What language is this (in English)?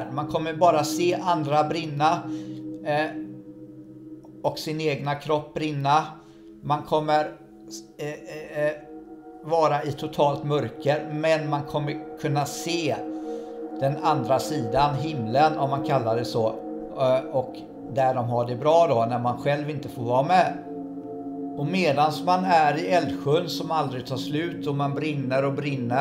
Swedish